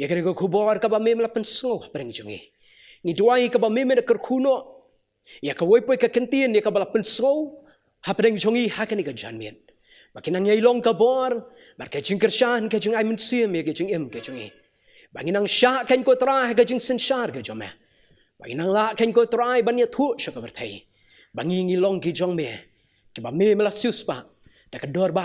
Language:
Khasi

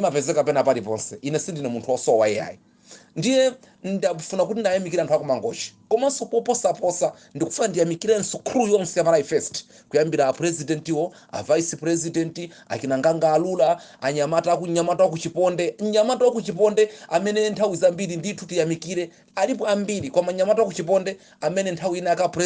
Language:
Nyanja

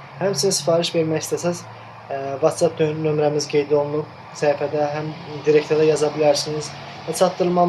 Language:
Azerbaijani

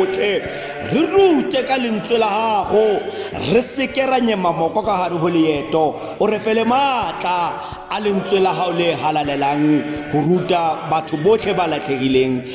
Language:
Tswana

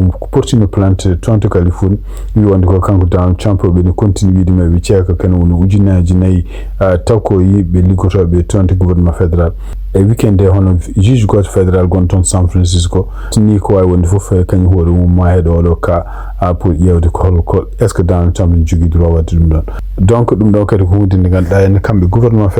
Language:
Fula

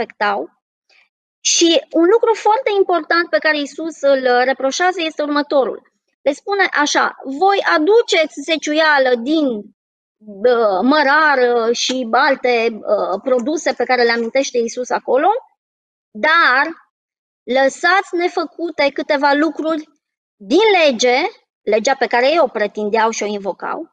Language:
Romanian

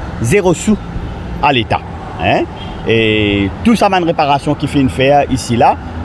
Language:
Morisyen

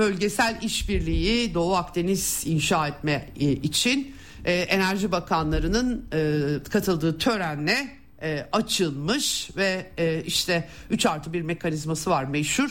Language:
Turkish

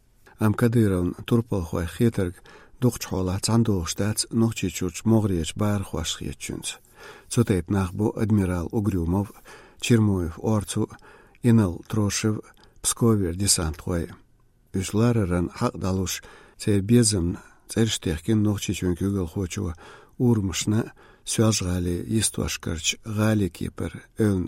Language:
Chechen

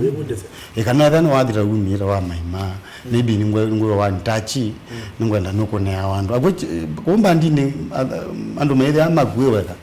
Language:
Kamba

